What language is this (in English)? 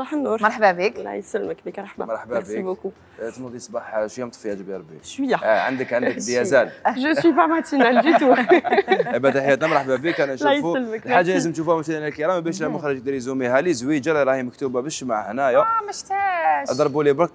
Algerian Arabic